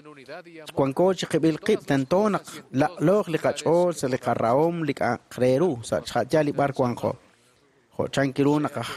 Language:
Kekchí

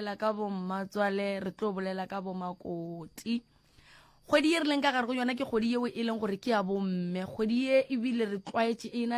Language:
Northern Sotho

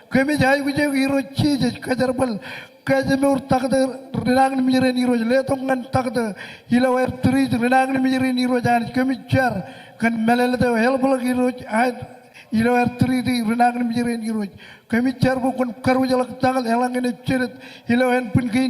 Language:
Marshallese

